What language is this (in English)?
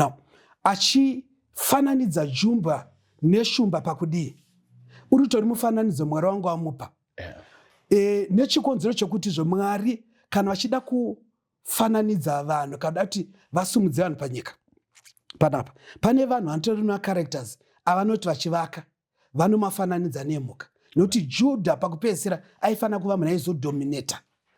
Shona